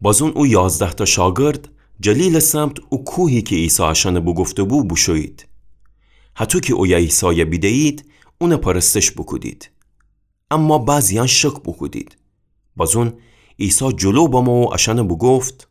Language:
Gilaki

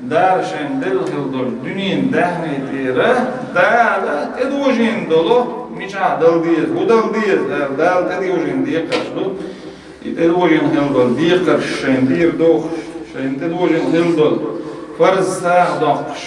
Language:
Chechen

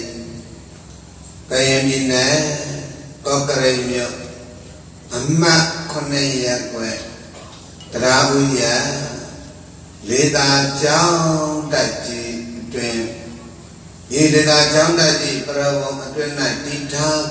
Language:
Burmese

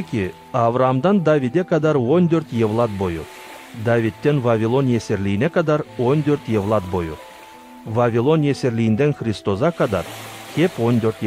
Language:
Gagauz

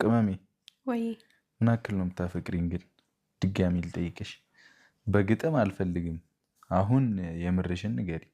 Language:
Amharic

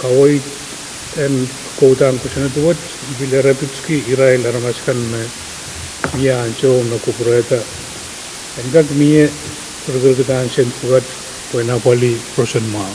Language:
Pohnpeian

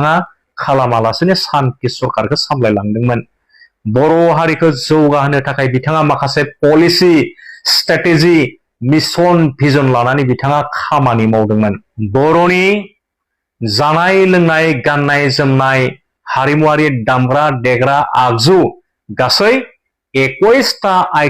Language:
Bodo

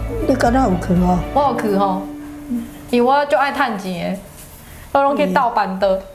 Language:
Min Nan Chinese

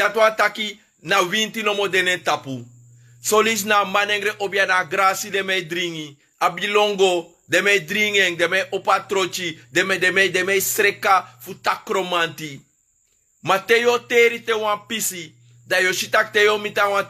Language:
Sranan Tongo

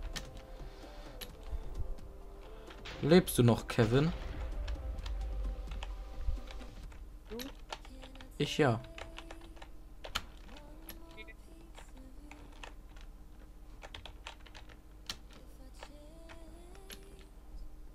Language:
German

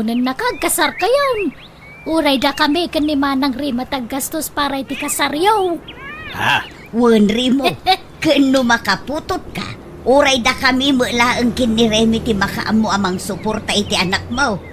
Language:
Iloko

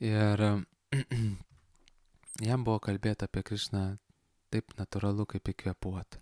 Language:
Lithuanian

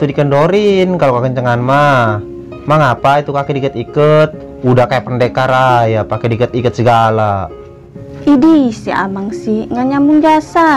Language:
Betawi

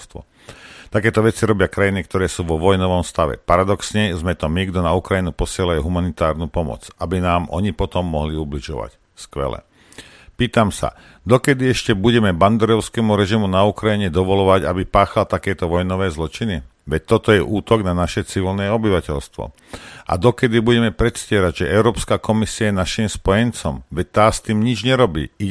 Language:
Slovak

